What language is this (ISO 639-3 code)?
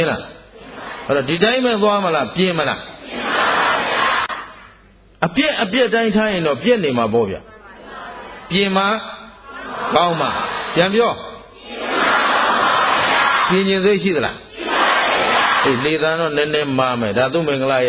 mya